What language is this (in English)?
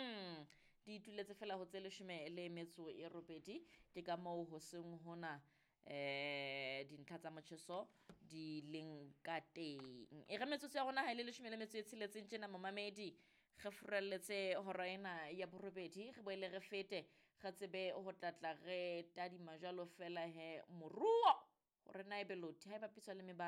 Southern Sotho